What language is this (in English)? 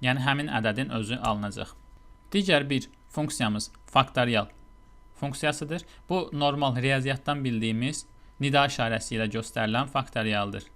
Azerbaijani